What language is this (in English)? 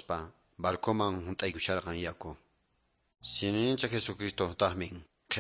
Quechua